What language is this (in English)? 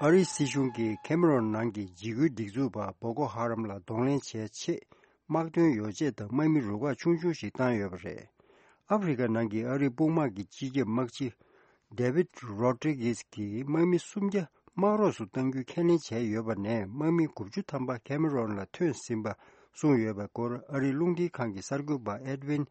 Tibetan